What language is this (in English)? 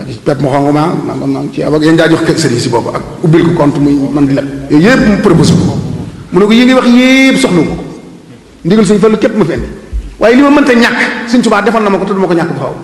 Wolof